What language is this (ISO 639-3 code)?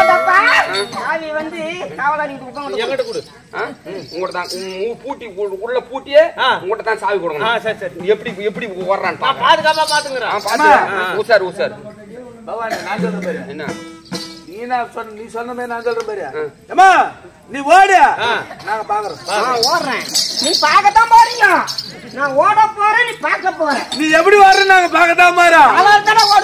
tam